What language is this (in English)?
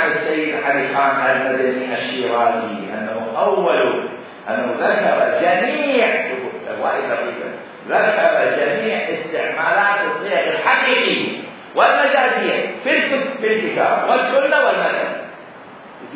Mesopotamian Arabic